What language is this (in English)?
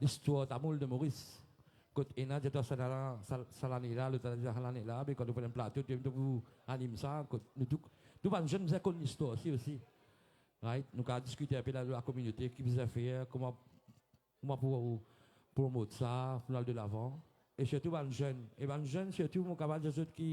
Morisyen